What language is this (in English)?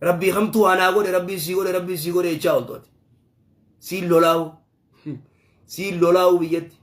Oromo